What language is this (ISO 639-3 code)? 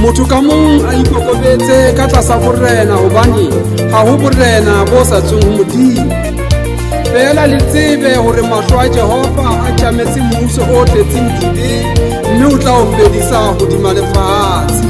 sot